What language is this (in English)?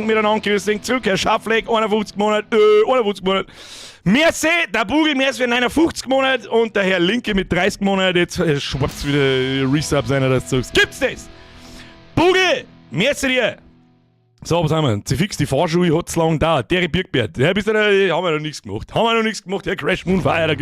Bavarian